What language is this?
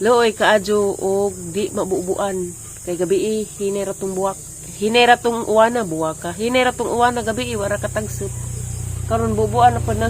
Cebuano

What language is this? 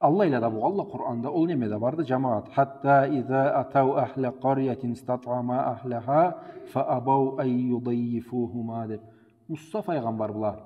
Karachay-Balkar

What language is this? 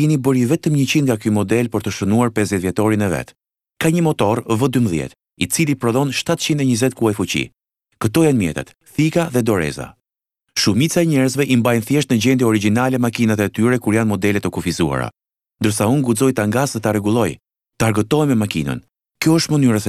Albanian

